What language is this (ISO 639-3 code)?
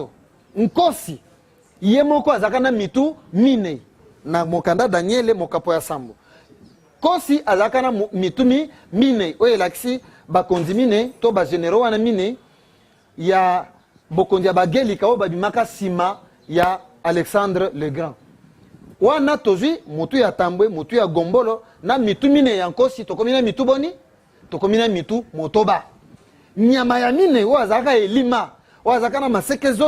lin